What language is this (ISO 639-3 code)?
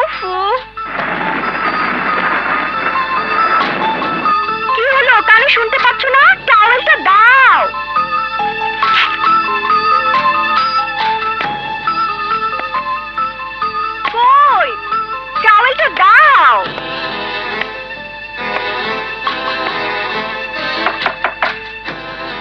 ben